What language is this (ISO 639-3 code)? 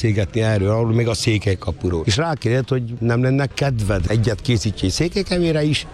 hun